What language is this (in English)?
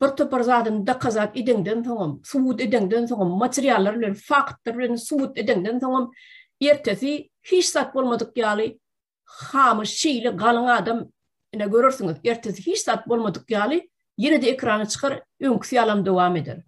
Turkmen